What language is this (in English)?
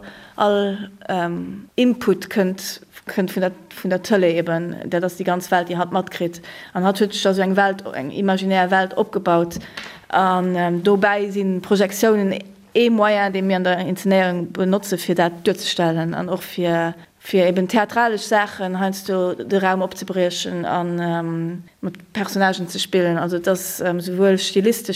Luxembourgish